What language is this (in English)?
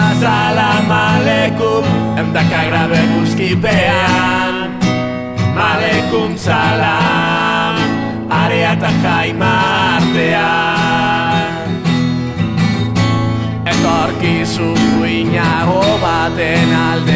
Basque